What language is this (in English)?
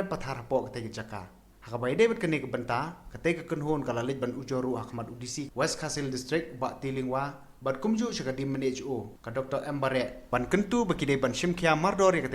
Khasi